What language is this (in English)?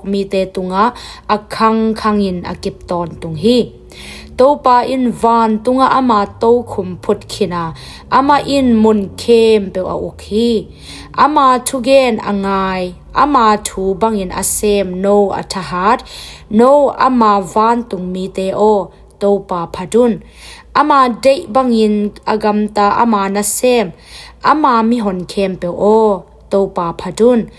Tedim Chin